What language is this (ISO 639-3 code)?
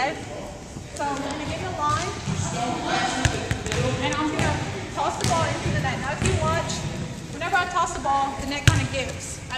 eng